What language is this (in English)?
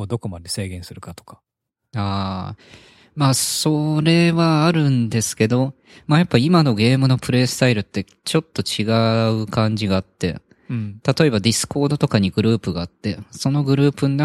Japanese